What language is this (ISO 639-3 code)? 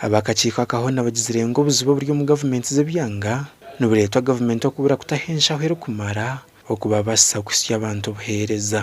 nyn